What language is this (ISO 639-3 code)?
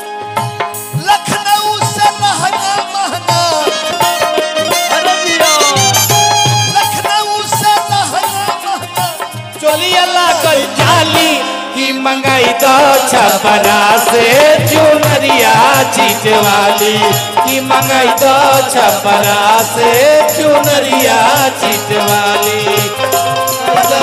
bho